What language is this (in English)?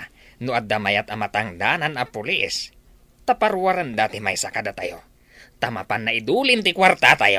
Iloko